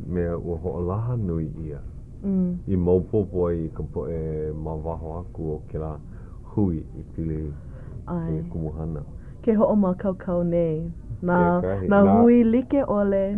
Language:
Hawaiian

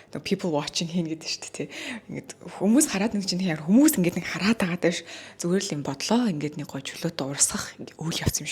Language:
Mongolian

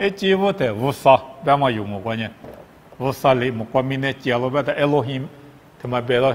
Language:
Lisu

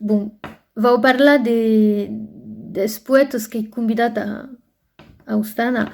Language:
Occitan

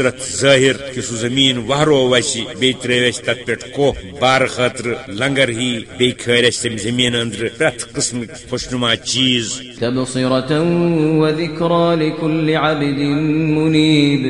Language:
Kashmiri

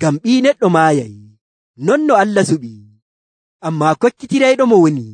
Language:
Nigerian Fulfulde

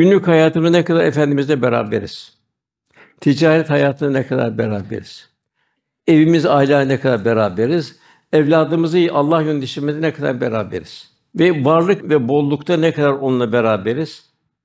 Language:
Turkish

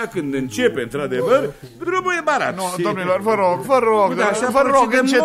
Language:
Romanian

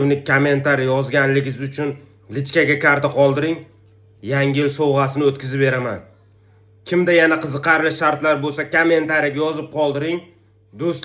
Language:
Uzbek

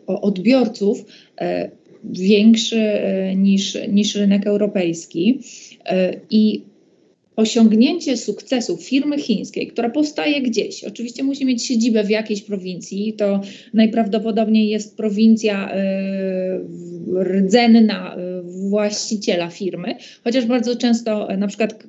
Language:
Polish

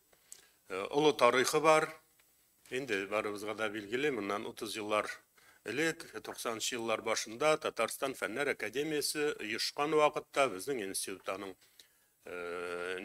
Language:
Tatar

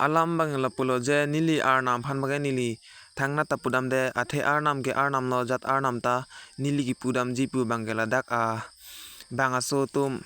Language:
Karbi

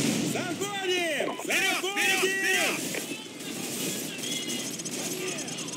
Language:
Russian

